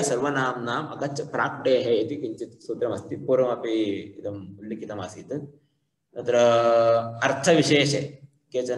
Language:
Sanskrit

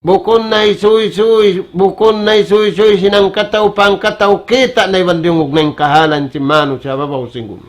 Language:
Tausug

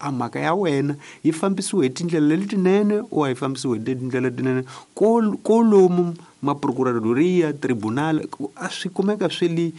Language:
Tsonga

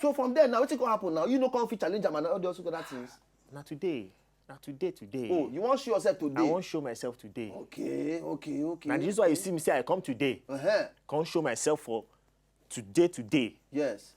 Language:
Nigerian Pidgin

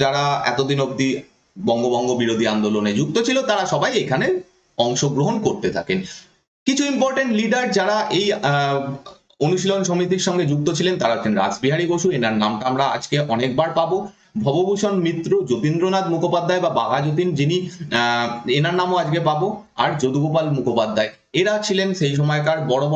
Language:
Bangla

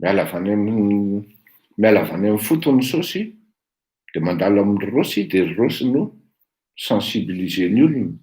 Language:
Malagasy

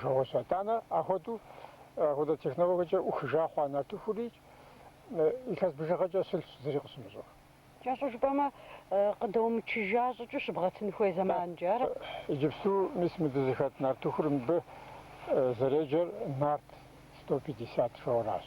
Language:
Kabardian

